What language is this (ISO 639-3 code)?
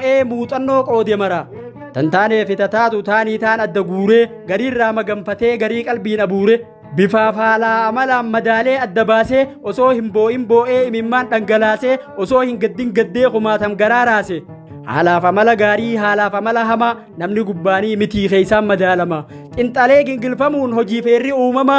orm